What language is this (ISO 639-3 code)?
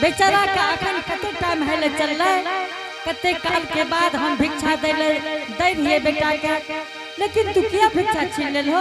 anp